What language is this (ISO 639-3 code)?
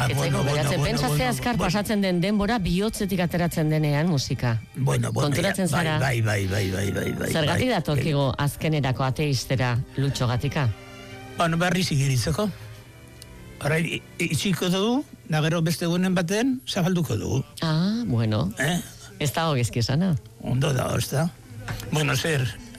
eus